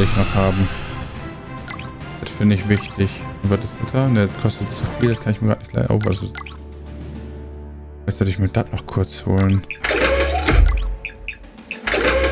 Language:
German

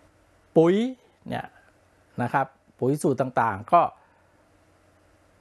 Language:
Thai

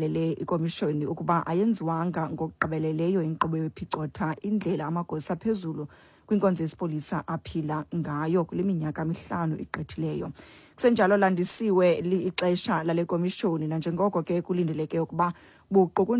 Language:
Xhosa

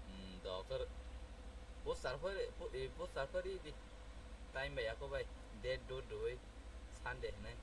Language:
Kok Borok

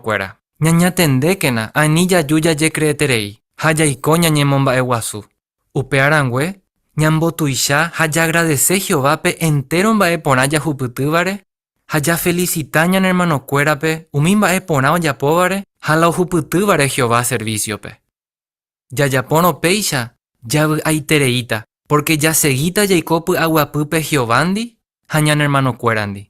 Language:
Guarani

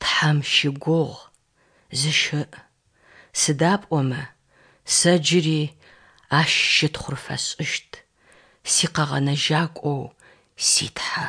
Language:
Adyghe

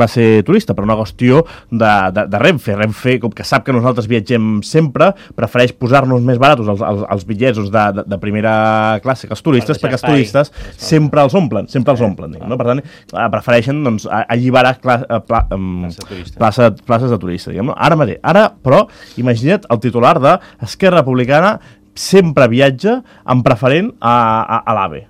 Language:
Catalan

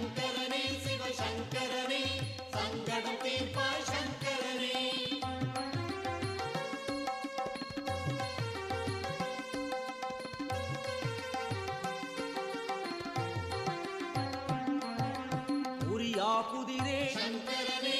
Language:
Tamil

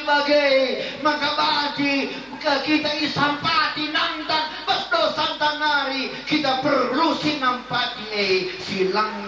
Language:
Batak Karo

